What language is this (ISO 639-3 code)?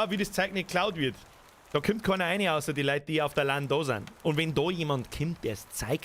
bar